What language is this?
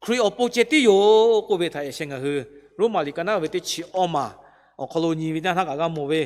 Lahu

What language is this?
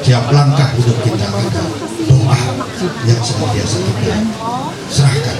Ma'anyan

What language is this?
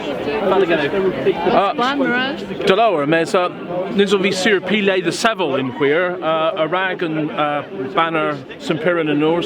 Cornish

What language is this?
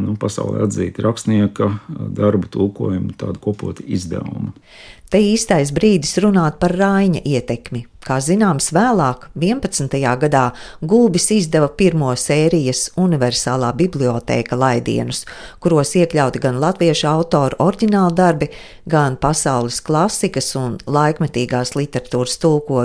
Latvian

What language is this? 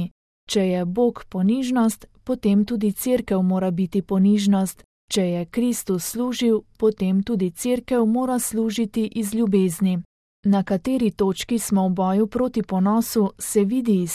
Slovenian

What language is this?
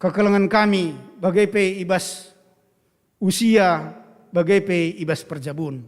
Batak Karo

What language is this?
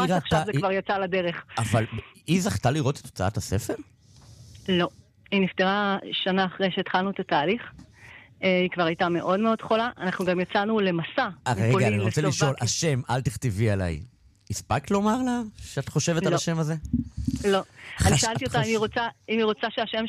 Hebrew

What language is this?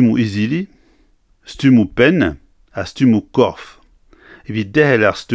Breton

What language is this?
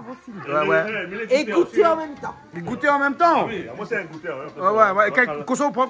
Réunion Creole French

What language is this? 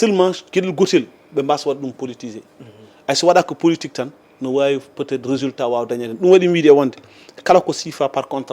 Fula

